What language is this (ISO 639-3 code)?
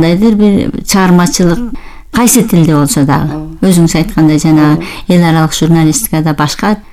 kir